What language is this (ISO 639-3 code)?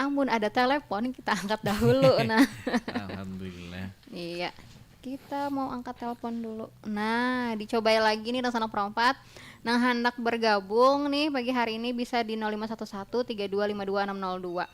bjn